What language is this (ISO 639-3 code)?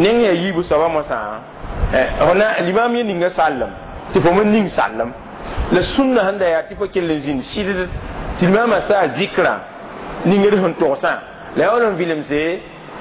mos